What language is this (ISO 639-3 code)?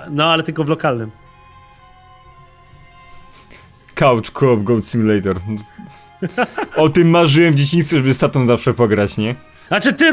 pol